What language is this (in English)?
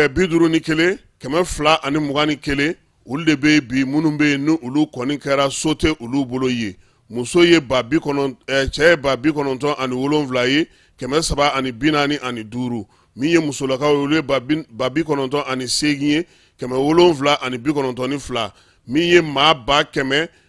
Bambara